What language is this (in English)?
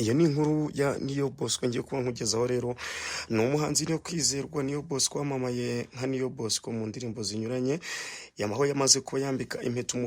Kinyarwanda